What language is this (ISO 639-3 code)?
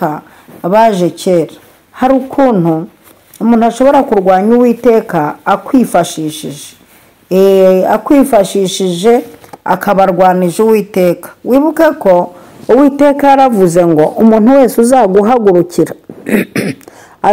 kin